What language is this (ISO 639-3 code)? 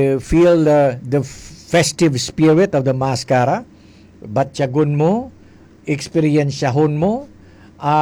hil